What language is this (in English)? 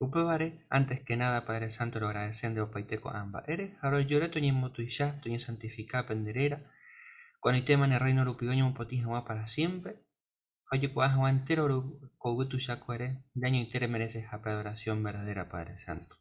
Guarani